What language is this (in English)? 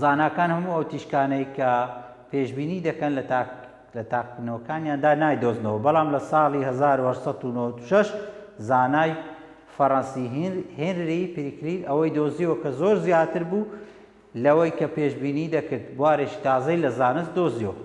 Central Kurdish